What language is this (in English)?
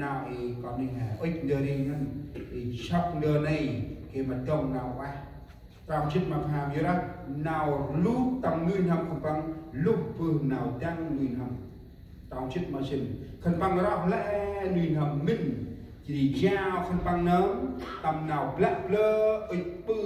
Central Mnong